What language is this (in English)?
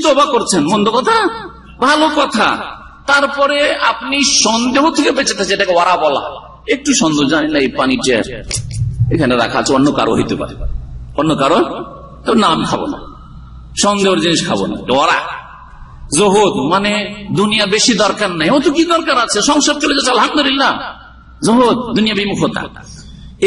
Bangla